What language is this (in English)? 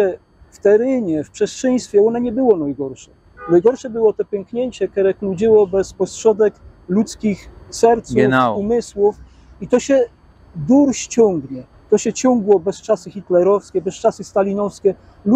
Silesian